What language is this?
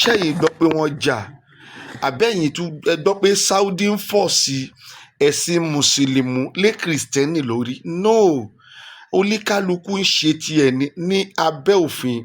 Yoruba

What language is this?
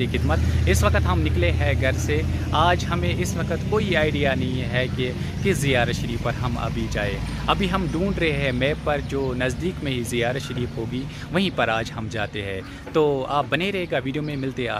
Kashmiri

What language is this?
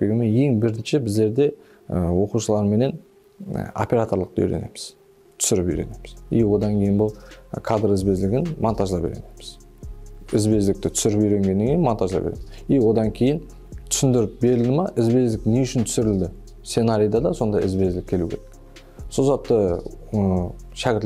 Kara-Kalpak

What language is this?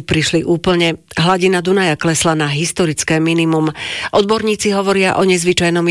Slovak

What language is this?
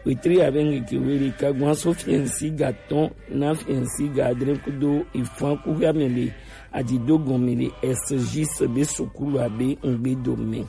Gen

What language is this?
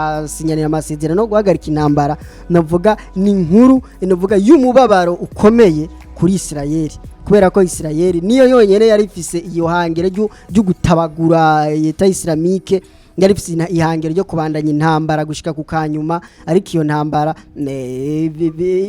Rundi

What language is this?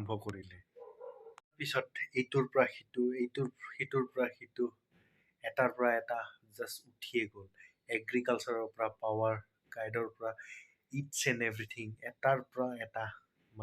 Assamese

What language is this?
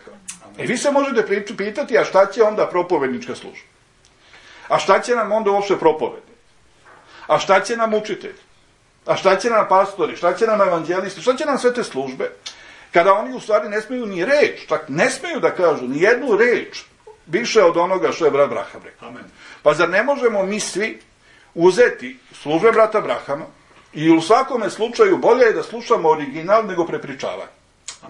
Serbian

